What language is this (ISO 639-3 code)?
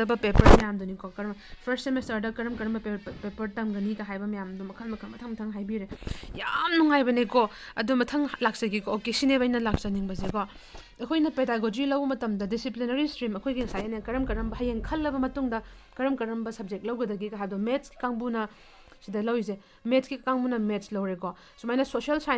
mni